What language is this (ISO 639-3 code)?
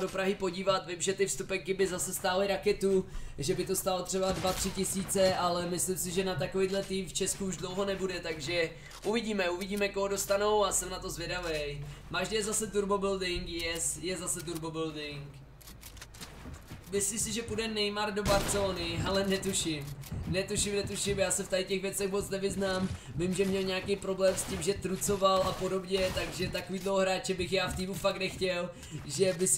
ces